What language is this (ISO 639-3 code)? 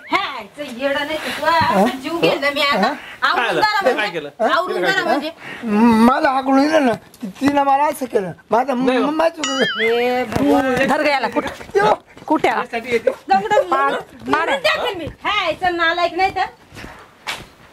mar